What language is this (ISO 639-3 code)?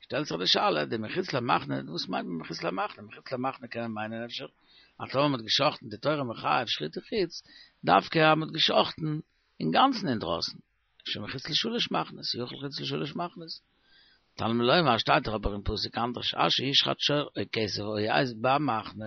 yid